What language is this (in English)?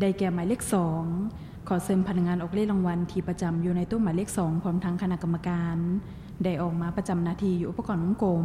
Lao